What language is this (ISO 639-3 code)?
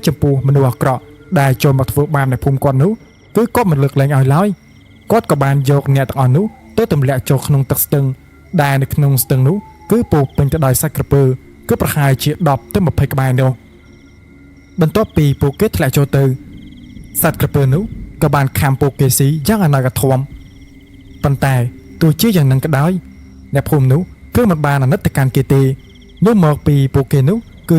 khm